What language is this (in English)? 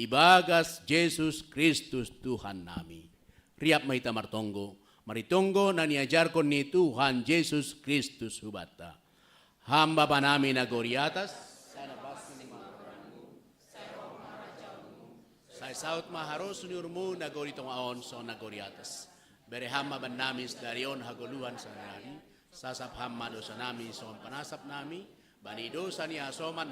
Batak Simalungun